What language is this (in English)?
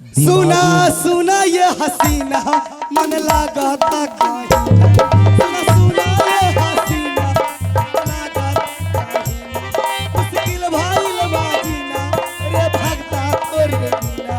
Maithili